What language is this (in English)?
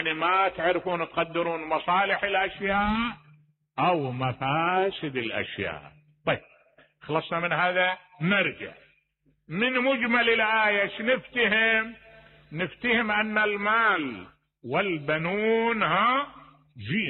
Mesopotamian Arabic